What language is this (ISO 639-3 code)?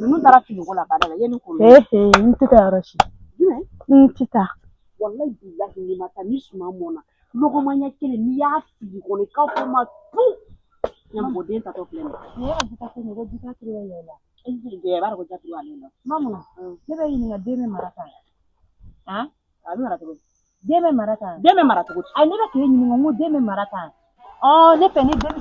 bam